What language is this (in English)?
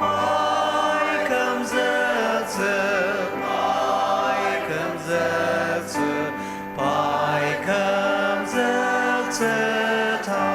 Ao Naga